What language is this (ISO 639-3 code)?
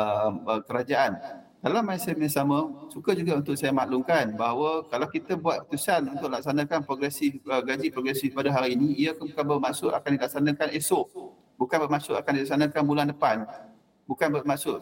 msa